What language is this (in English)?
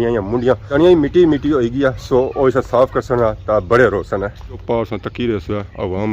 Pahari-Potwari